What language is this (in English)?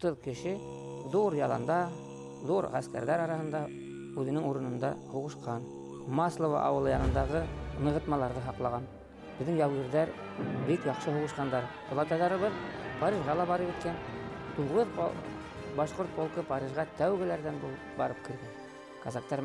Bashkir